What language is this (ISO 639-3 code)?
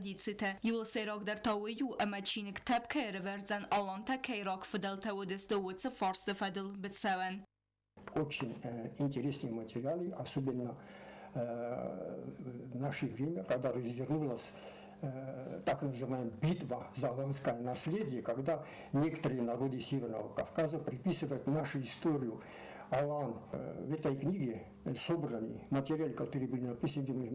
oss